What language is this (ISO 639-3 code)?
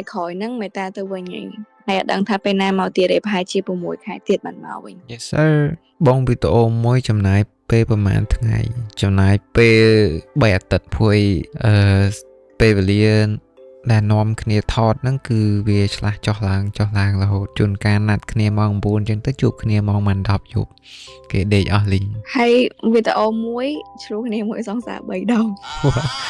khm